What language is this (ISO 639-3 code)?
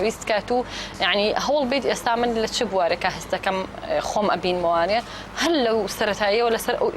ckb